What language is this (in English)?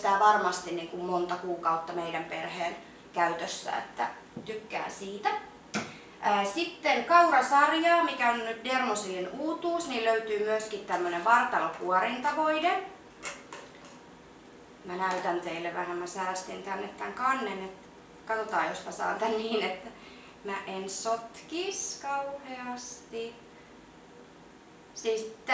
Finnish